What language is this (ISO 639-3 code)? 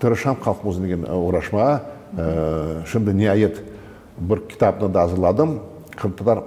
crh